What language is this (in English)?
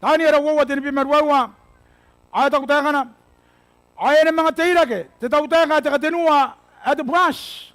Gilbertese